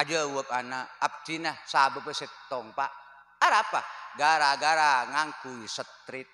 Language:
Madurese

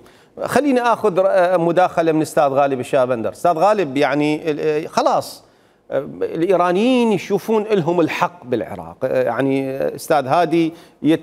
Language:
Mesopotamian Arabic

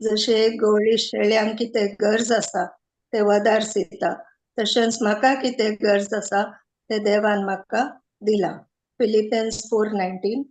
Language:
Konkani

